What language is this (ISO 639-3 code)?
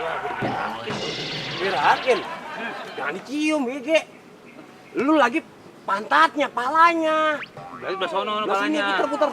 bew